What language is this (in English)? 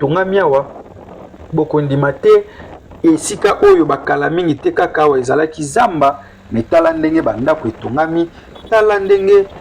Lingala